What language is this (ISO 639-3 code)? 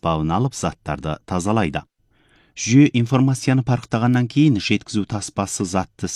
kaz